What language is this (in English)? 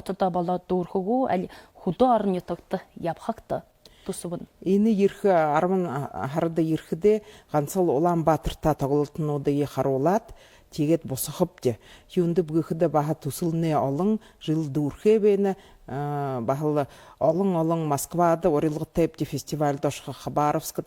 Buriat